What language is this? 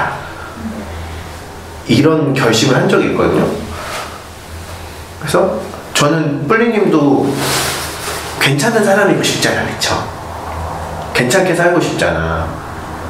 Korean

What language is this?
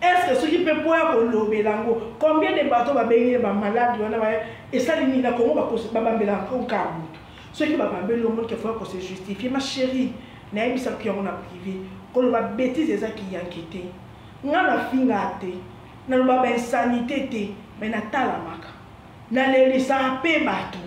Lingala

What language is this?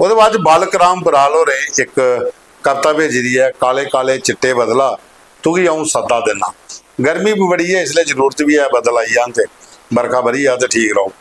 Dogri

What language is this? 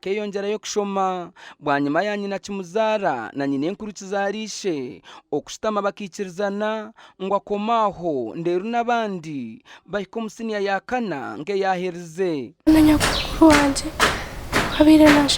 Nyankole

